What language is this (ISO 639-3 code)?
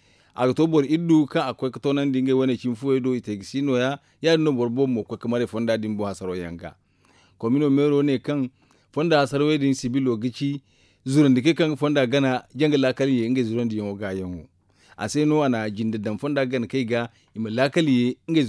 dje